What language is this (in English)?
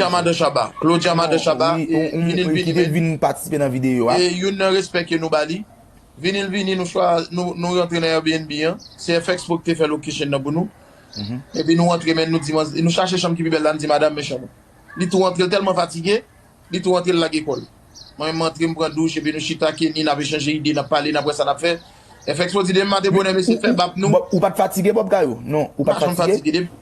Haitian Creole